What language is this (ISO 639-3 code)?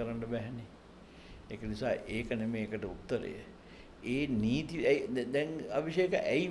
sin